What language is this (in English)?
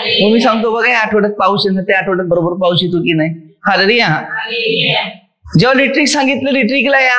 Marathi